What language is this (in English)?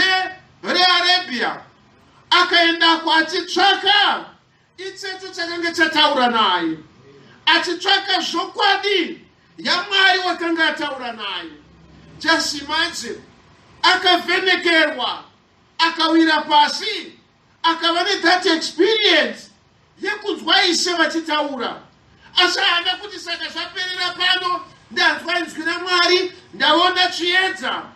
Shona